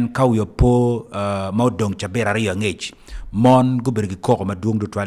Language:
Acoli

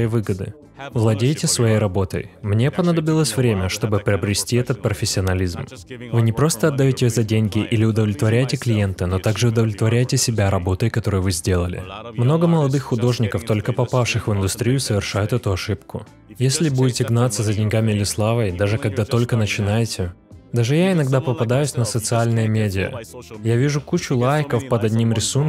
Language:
Russian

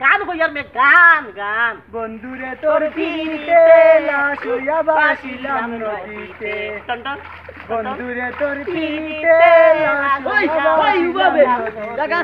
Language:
Sylheti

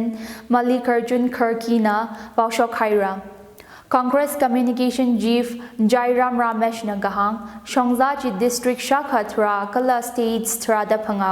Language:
Tangkhul Naga (India)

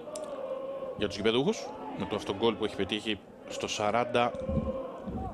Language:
Greek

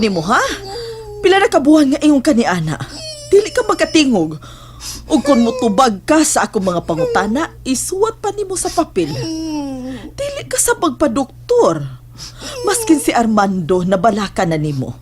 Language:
Cebuano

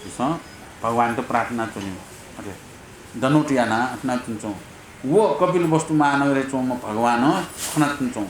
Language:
Newari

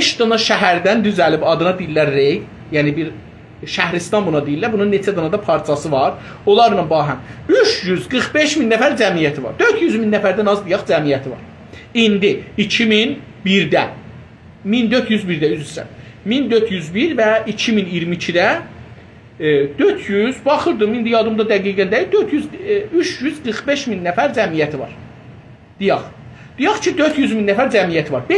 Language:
South Azerbaijani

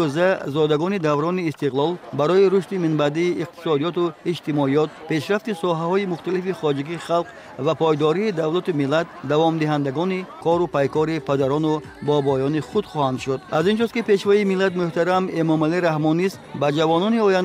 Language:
Tajik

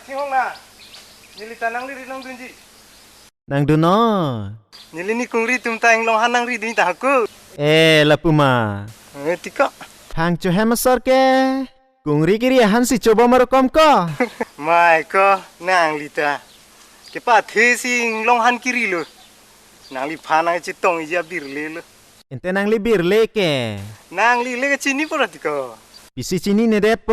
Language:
Karbi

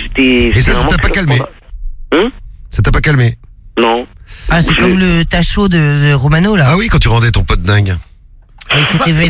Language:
French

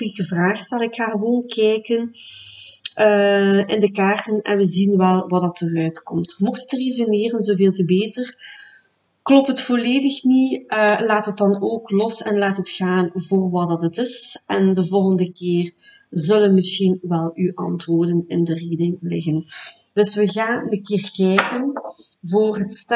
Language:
Dutch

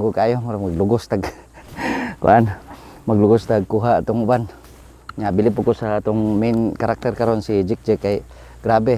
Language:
Cebuano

